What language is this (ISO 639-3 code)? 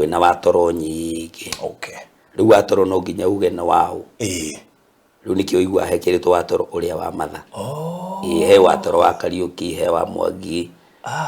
kik